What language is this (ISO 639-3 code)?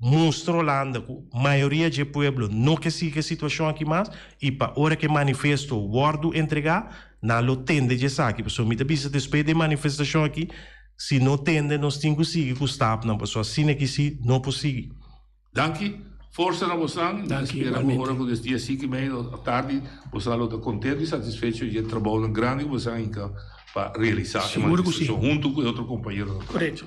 pap